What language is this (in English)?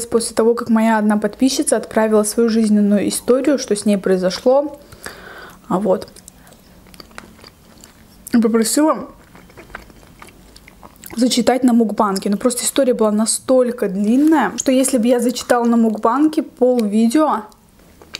Russian